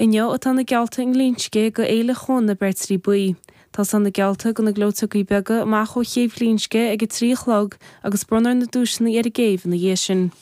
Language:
Irish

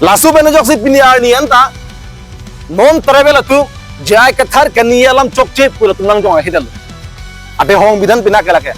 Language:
Karbi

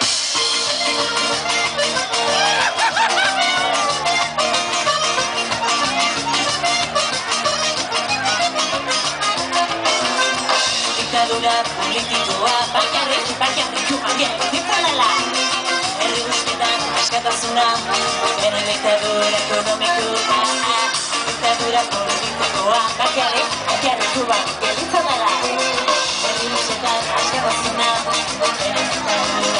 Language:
Basque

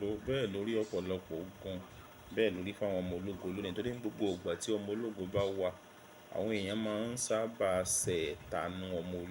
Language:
Yoruba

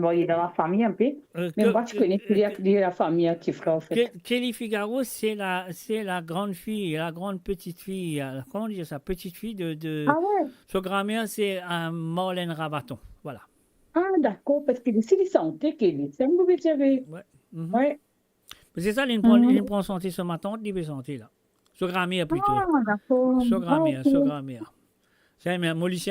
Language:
Morisyen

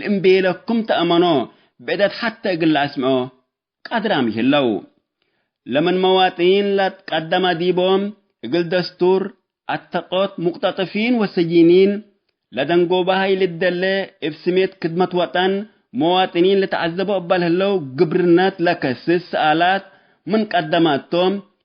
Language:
Tigre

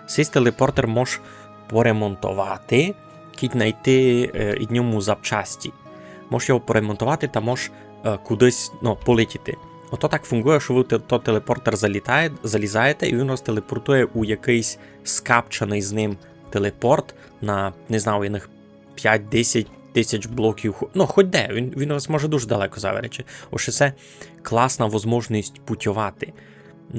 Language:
Rusyn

